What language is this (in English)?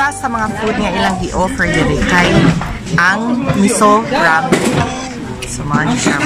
Cebuano